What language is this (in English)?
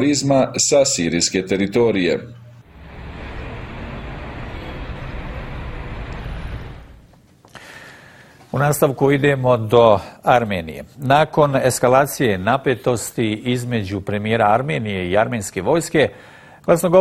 Bosnian